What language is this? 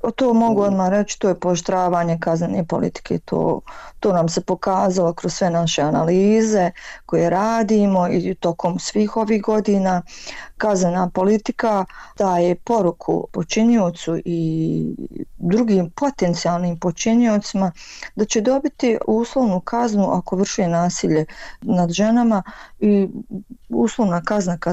Bosnian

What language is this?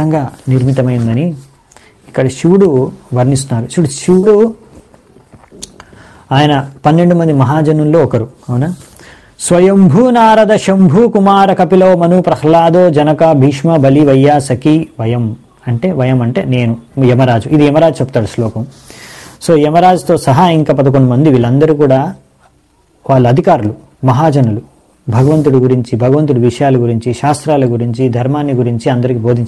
Telugu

